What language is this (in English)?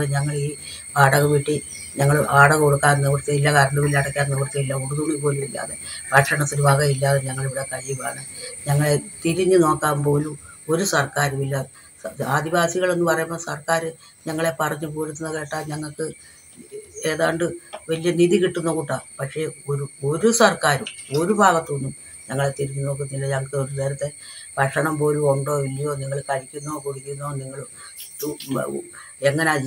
Malayalam